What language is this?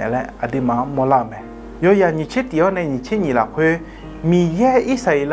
Akha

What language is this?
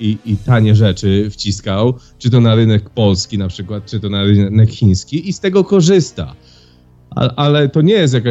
Polish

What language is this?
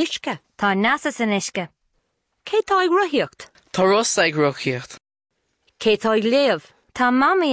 Irish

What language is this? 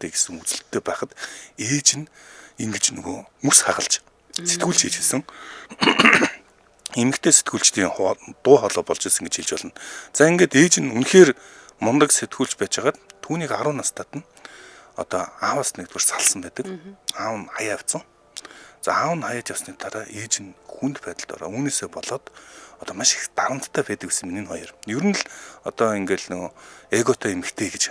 Mongolian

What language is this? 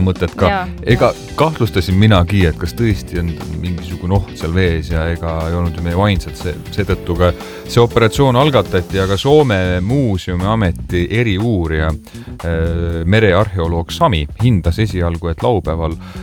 Estonian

